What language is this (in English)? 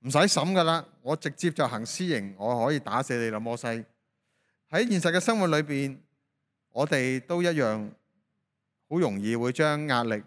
Cantonese